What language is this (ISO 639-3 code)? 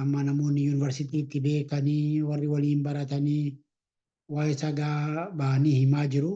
orm